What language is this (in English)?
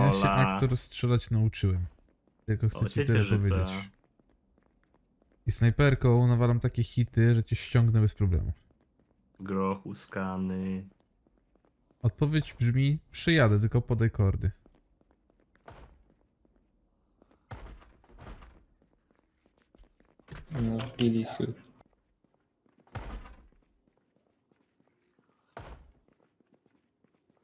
Polish